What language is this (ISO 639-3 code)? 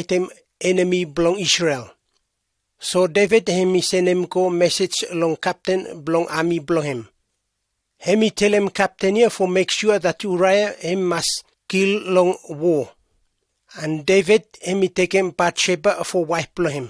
pis